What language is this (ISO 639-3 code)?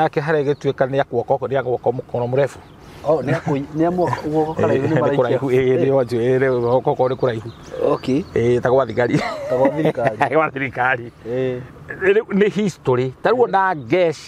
kik